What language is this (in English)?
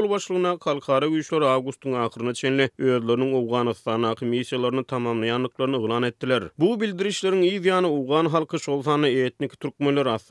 Turkmen